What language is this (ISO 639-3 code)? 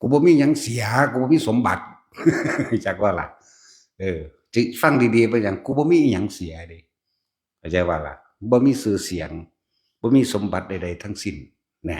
tts